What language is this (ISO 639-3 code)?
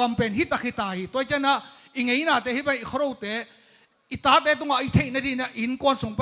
ctd